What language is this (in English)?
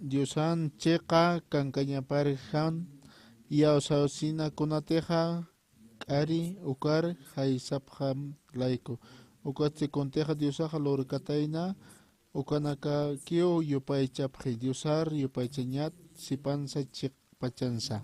Aymara